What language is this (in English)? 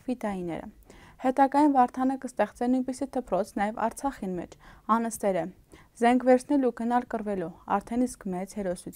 Armenian